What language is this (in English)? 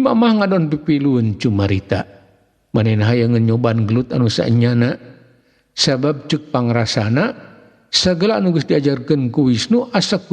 Sundanese